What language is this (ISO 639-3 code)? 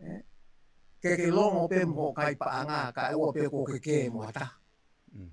ton